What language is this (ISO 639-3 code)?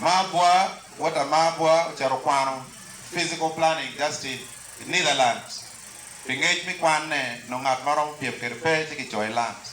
ach